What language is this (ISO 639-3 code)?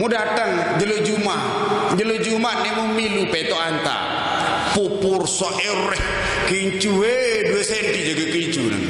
sas